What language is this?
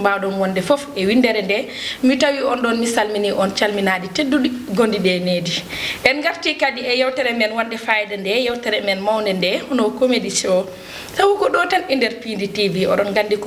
Fula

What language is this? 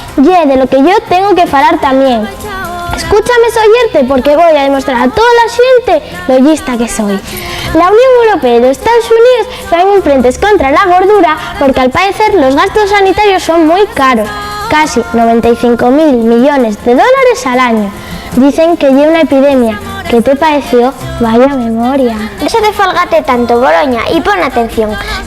Asturian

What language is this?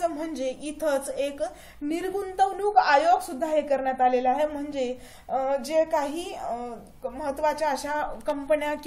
Marathi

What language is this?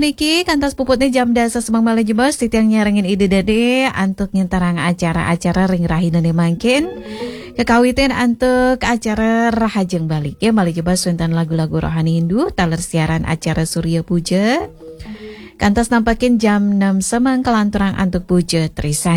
Balinese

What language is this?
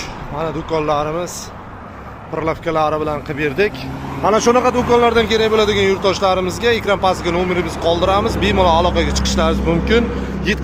Uzbek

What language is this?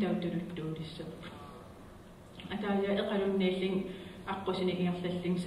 Kalaallisut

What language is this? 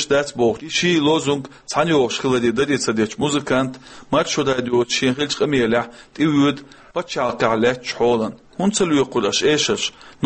Chechen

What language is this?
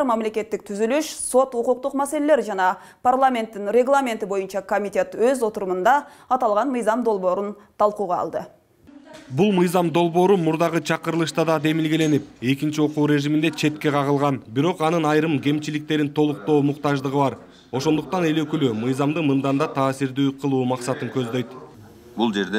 Kyrgyz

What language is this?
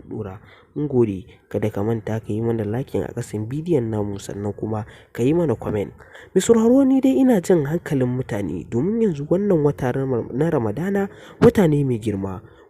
Hausa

